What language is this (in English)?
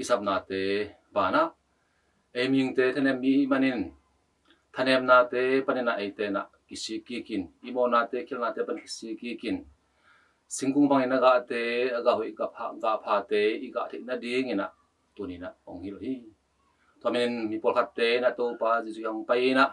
Tedim Chin